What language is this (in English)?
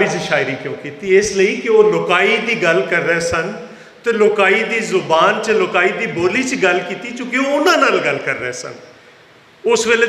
Western Panjabi